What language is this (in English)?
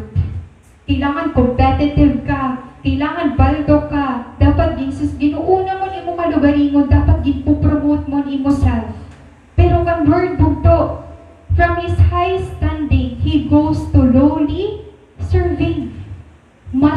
Waray